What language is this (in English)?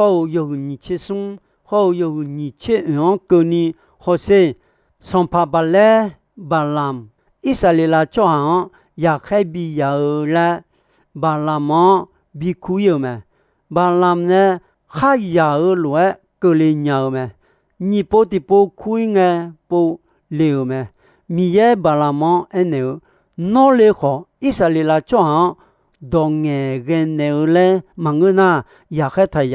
Akha